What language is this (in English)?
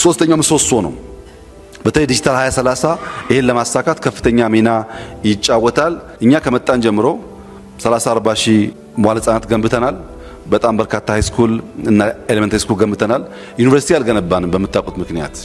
Amharic